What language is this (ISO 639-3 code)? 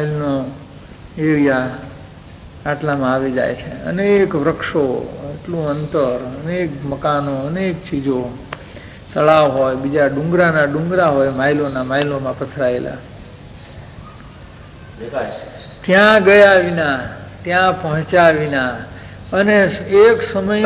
guj